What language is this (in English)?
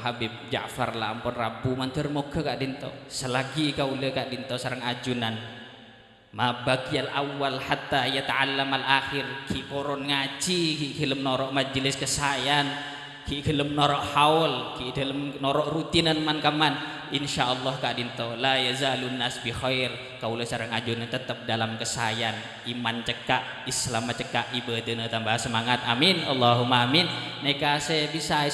Madurese